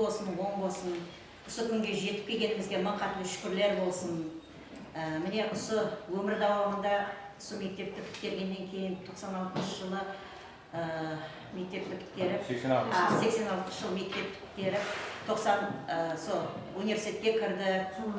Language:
Kara-Kalpak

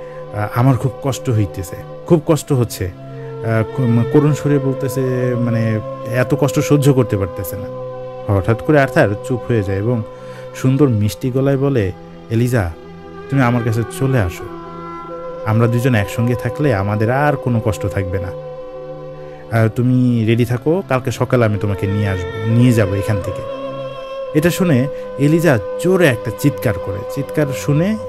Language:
Bangla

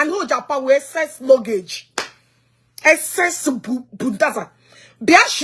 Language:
Igbo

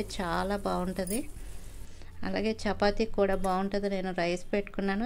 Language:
Telugu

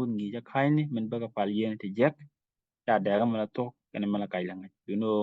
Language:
Nuer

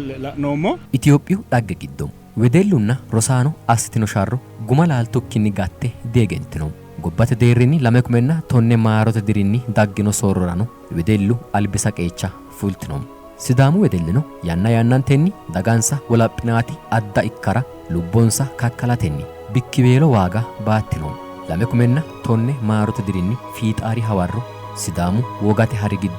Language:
Sidamo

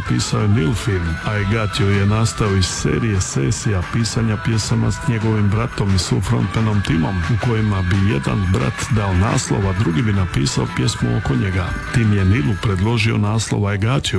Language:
Croatian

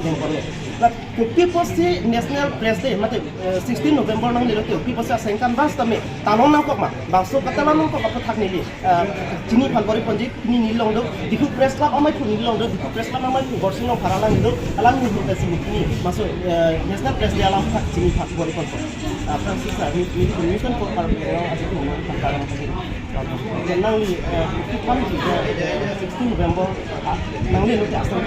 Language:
Karbi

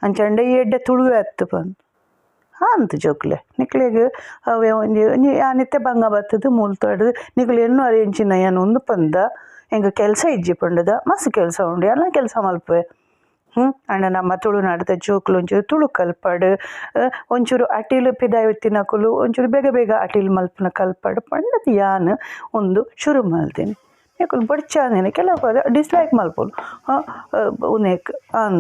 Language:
Tulu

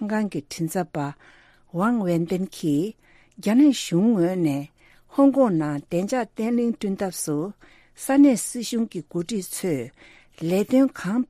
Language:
Tibetan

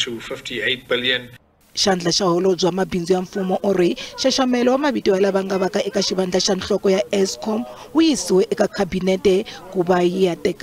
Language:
Tsonga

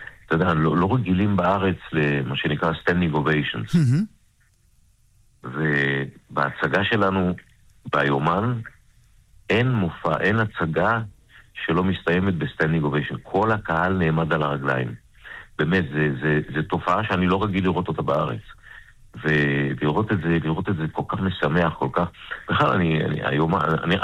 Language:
Hebrew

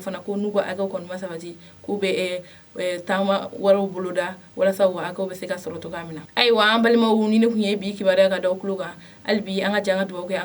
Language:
Bambara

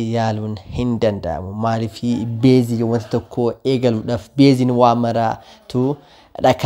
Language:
Oromo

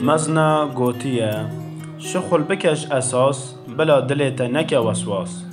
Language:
Kurdish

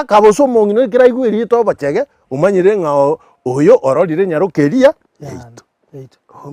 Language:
Gusii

